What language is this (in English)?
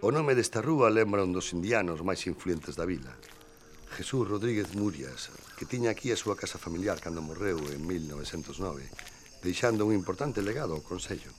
Galician